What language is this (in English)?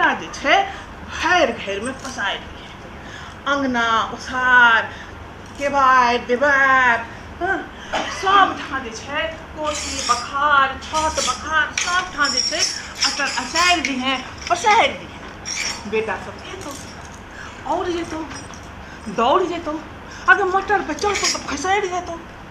Maithili